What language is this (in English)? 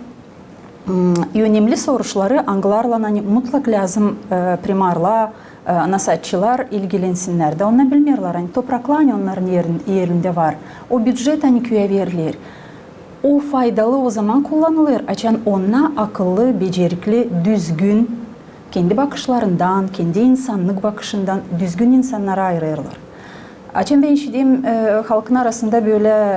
Gagauz